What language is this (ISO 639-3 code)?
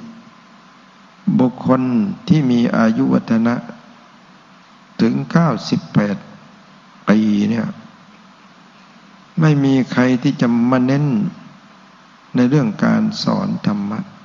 tha